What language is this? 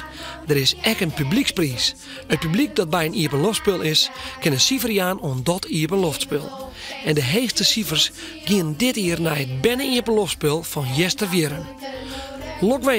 Western Frisian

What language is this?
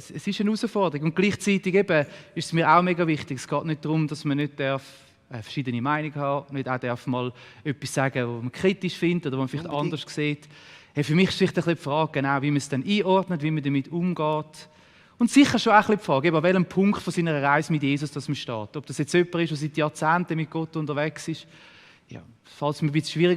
Swiss German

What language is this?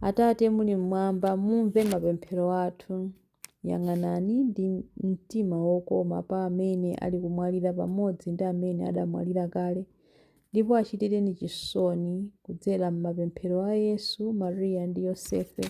Nyanja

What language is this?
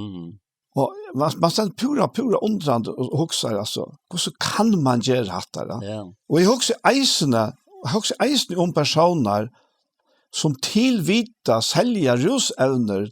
Faroese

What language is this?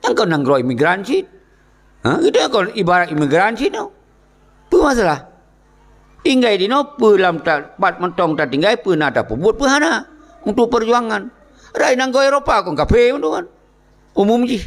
Achinese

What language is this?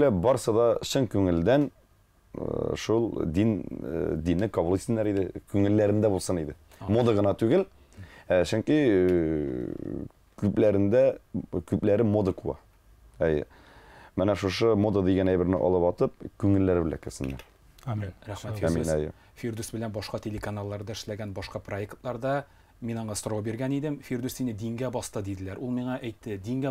Tatar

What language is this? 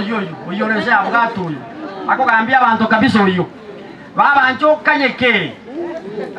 Gusii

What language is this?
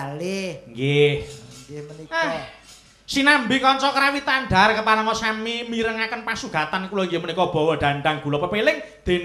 Javanese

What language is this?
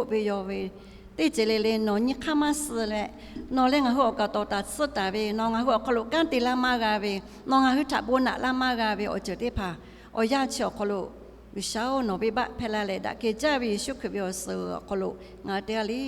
Lahu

